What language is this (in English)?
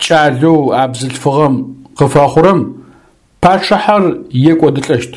Adyghe